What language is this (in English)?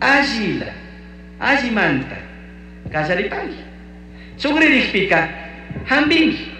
Chimborazo Highland Quichua